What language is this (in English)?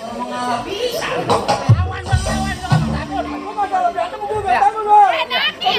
Betawi